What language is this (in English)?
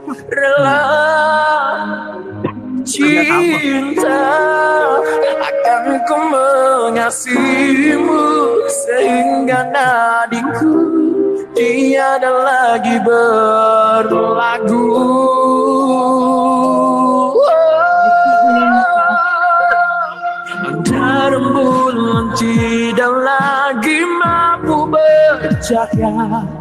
Malay